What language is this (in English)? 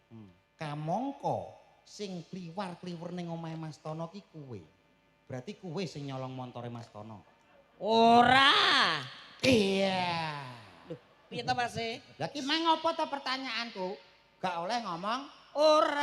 Javanese